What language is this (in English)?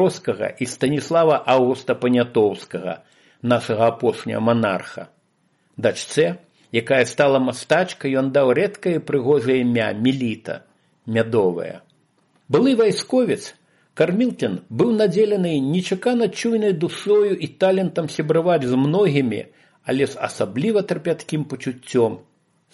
Belarusian